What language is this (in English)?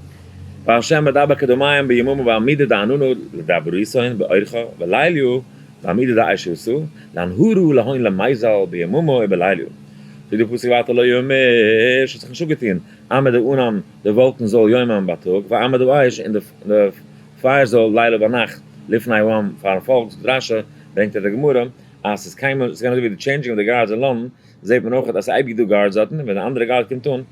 Yiddish